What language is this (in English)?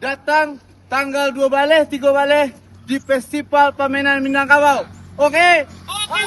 Minangkabau